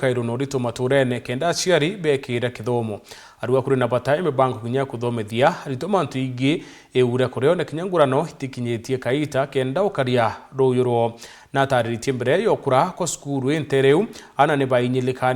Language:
Meru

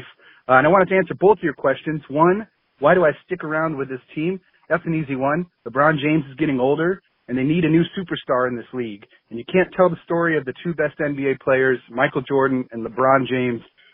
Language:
English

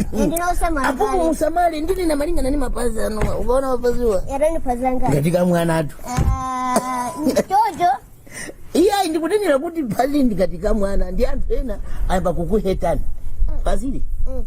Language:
Nyanja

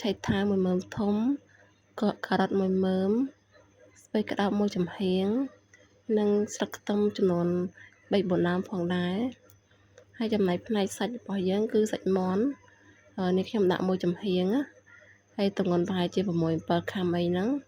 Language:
Khmer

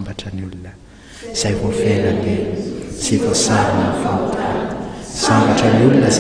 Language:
Malagasy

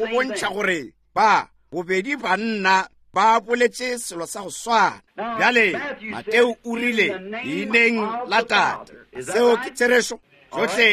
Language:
Northern Sotho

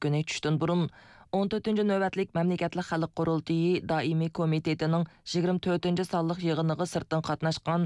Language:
Uyghur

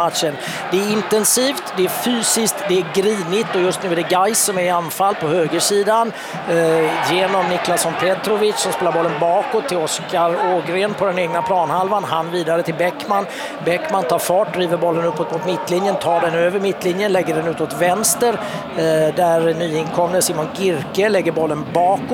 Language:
Swedish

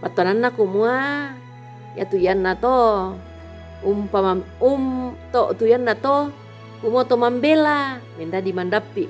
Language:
Toraja-Sa'dan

